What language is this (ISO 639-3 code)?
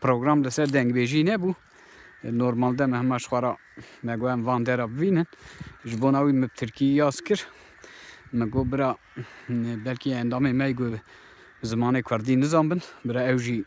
kur